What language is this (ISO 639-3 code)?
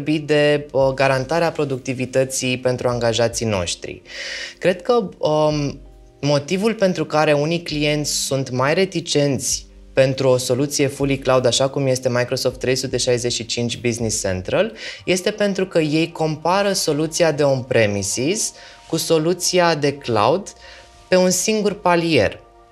ron